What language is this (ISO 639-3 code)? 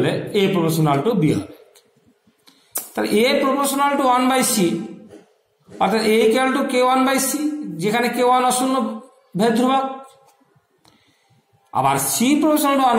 ben